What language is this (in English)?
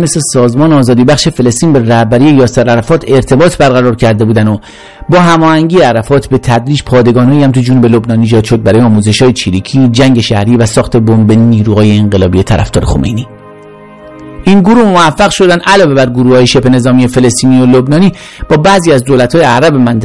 Persian